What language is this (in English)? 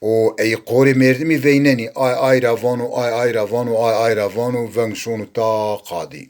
Zaza